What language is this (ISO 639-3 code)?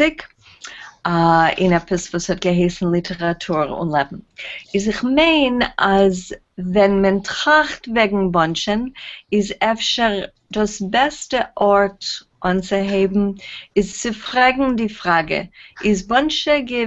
yid